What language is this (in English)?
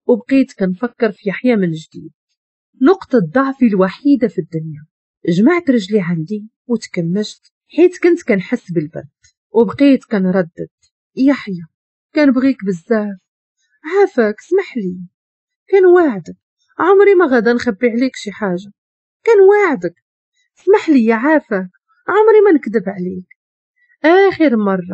Moroccan Arabic